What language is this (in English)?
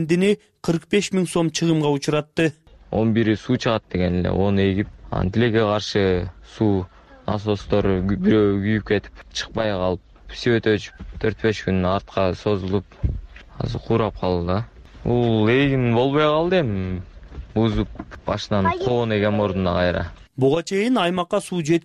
Kyrgyz